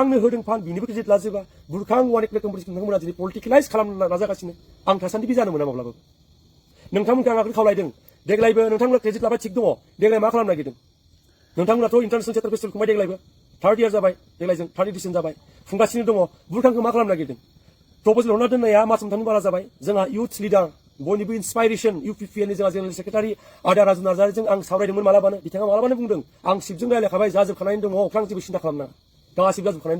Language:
Bodo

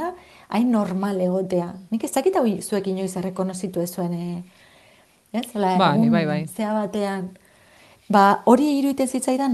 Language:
Basque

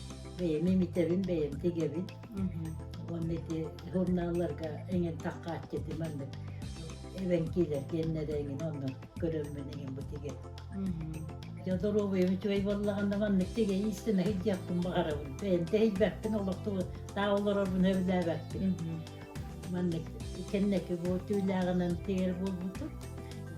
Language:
Yakut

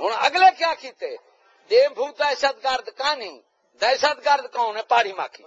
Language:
Saraiki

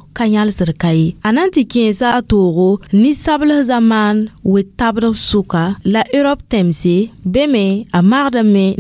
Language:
Mossi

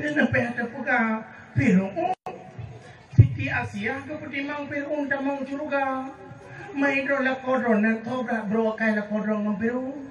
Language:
Achinese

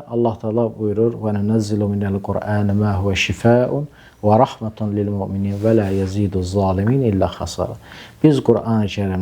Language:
Azerbaijani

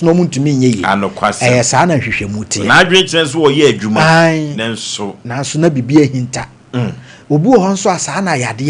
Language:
Akan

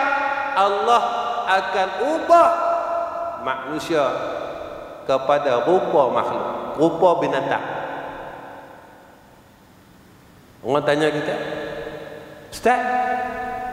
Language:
Malay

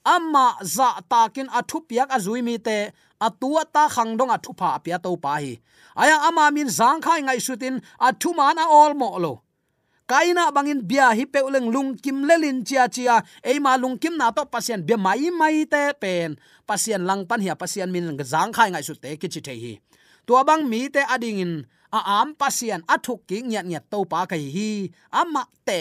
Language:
Tedim Chin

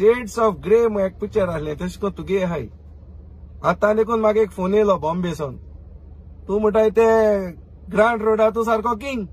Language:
Konkani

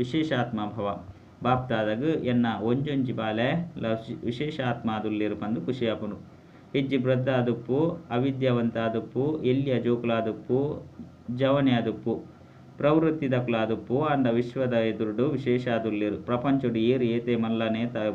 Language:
Tulu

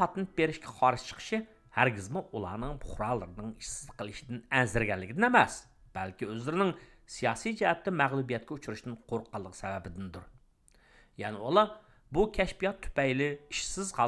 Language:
Uyghur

